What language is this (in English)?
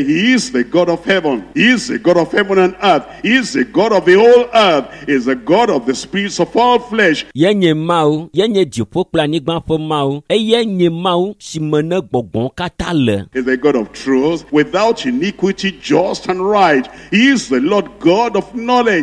Ewe